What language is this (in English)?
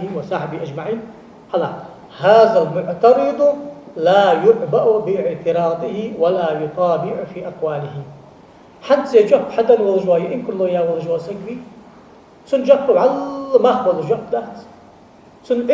Ingush